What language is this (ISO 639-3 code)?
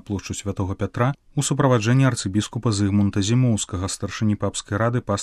bel